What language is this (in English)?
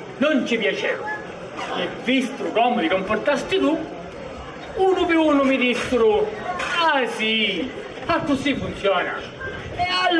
Sicilian